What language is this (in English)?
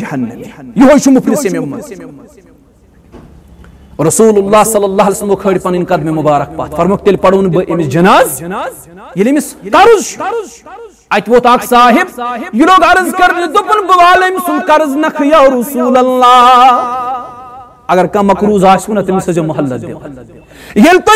Kashmiri